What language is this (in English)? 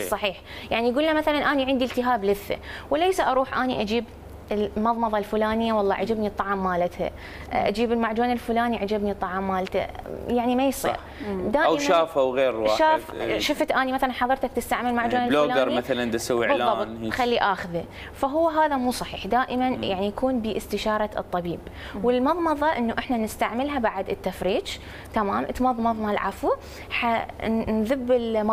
Mesopotamian Arabic